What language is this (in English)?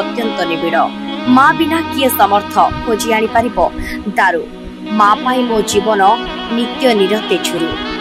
Odia